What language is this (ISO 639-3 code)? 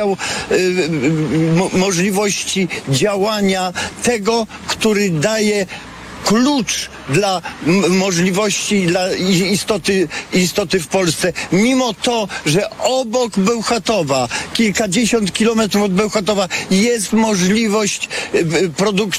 pol